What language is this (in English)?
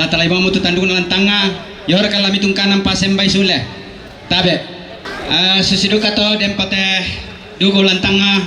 Toraja-Sa'dan